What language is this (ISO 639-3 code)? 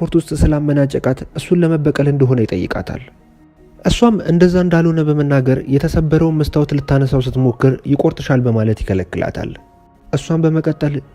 amh